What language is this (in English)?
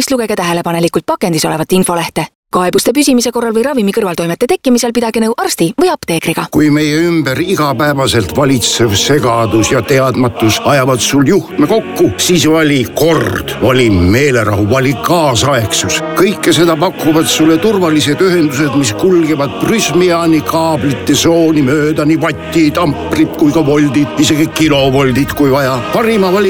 Estonian